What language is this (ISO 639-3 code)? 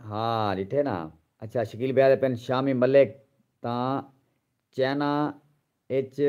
skr